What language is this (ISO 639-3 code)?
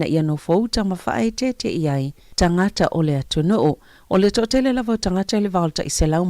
smo